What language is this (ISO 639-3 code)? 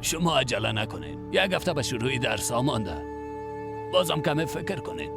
fas